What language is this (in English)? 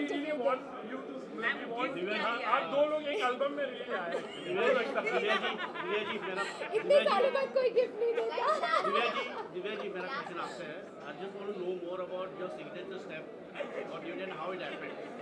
Hindi